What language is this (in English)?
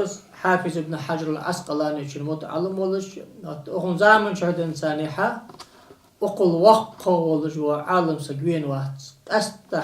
Ingush